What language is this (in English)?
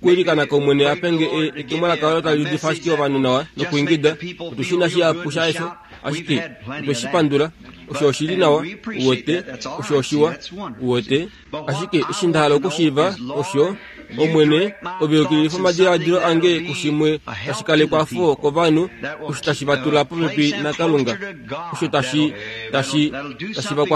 Kuanyama